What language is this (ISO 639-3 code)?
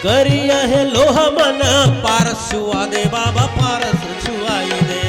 hne